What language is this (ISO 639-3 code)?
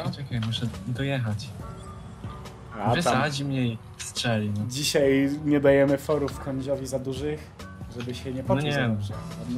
pol